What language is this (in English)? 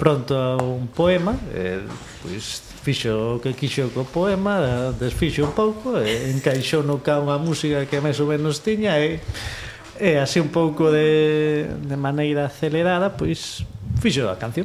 Galician